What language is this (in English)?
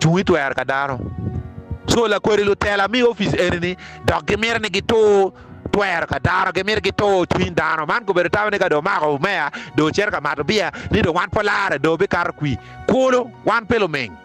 Acoli